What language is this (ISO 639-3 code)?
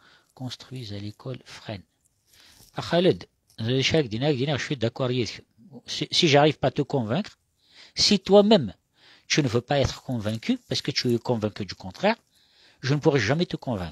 kab